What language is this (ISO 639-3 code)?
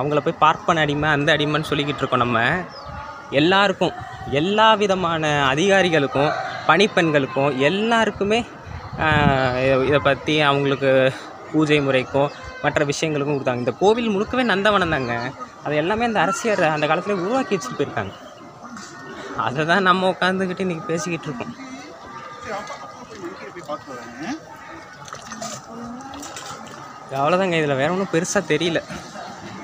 tam